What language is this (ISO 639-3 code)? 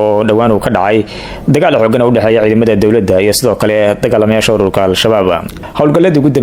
som